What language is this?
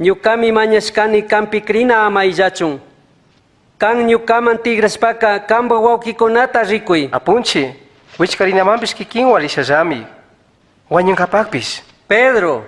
Chimborazo Highland Quichua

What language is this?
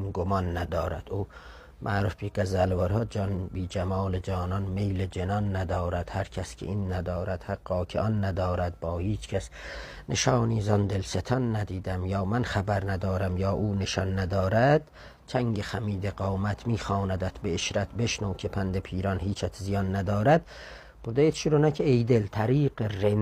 South Azerbaijani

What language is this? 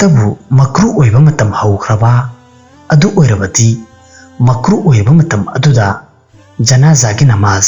Manipuri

